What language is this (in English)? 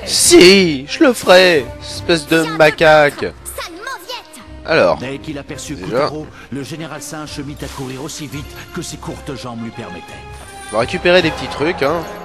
French